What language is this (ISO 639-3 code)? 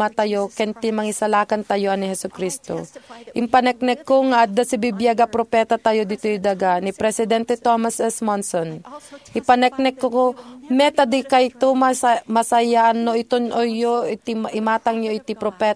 ilo